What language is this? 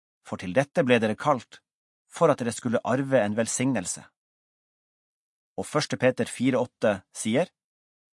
Norwegian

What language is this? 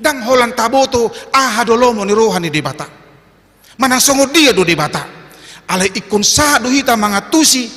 Batak Toba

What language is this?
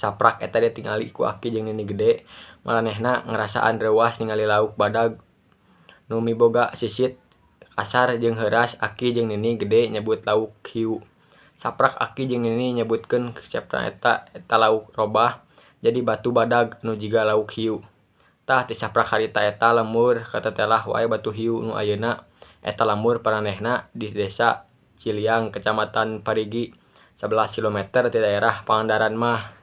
Sundanese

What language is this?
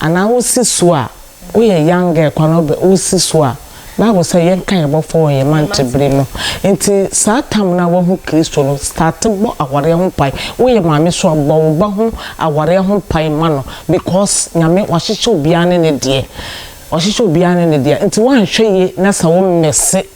Akan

